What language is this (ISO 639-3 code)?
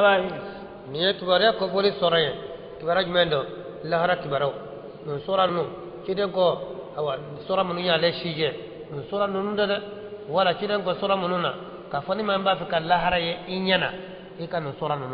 bam